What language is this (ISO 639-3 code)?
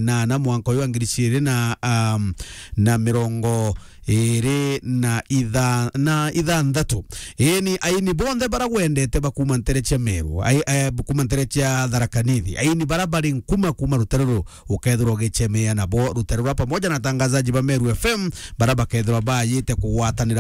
mer